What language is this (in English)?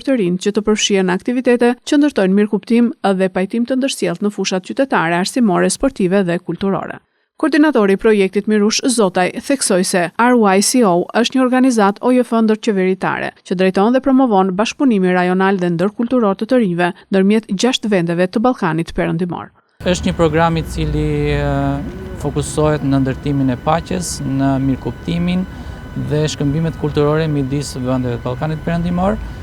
Albanian